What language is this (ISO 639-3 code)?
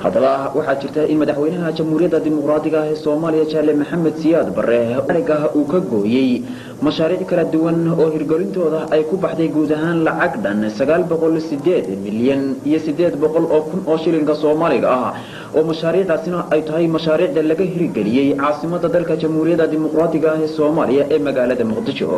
som